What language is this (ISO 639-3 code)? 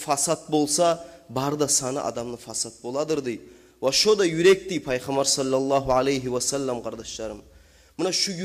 kum